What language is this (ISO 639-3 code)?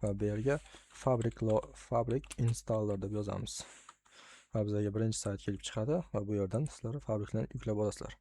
uzb